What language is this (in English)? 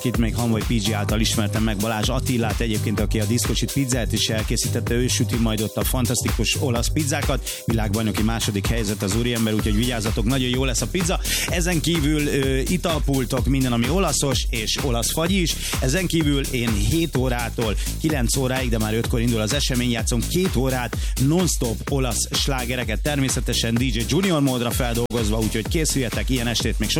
Hungarian